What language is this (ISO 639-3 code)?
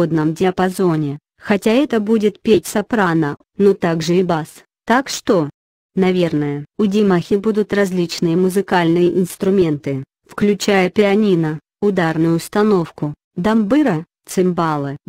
rus